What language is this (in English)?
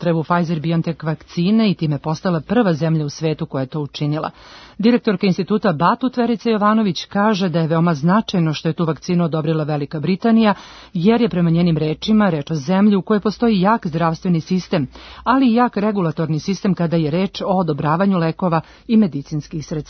Serbian